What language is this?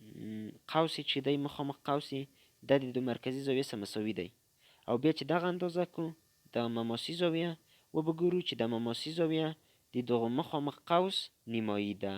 Pashto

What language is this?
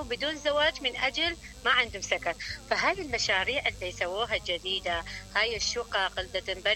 Mesopotamian Arabic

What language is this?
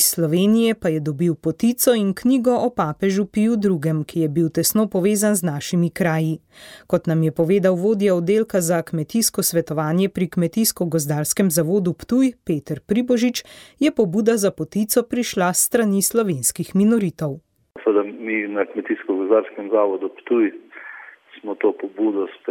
Slovenian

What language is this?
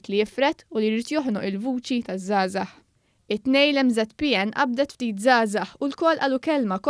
Maltese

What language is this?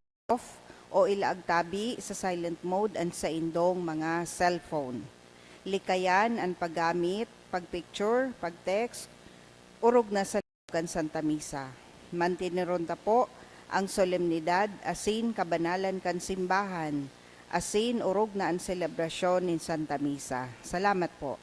Bikol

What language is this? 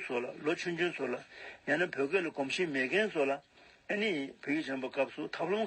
Tibetan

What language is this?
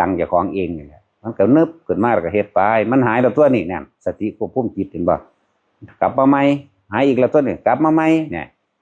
Northeastern Thai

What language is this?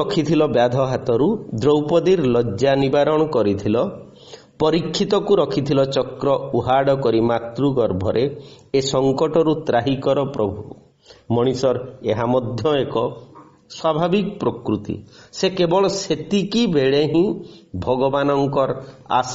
Odia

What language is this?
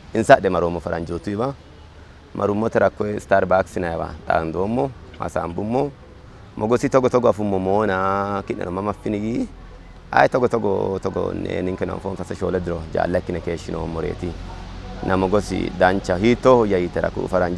Sidamo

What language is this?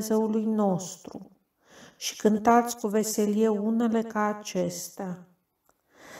Romanian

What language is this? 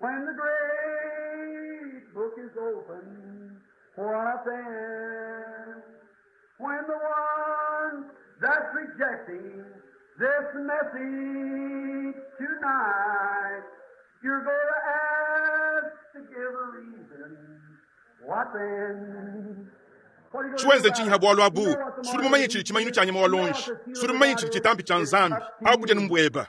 Luba-Lulua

